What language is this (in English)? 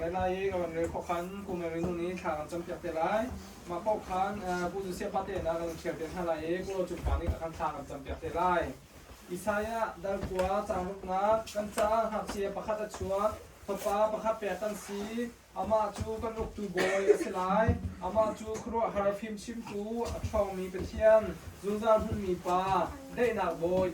Hakha Chin